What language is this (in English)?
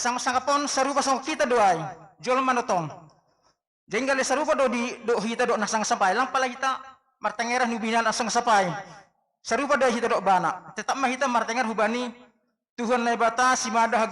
Batak Simalungun